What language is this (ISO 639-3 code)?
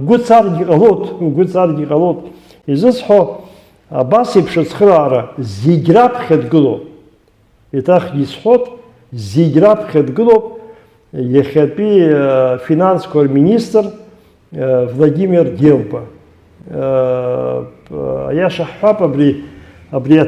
abk